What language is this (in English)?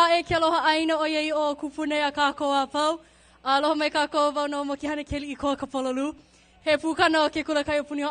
Hawaiian